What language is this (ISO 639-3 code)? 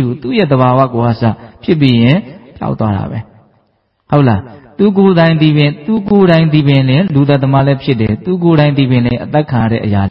mya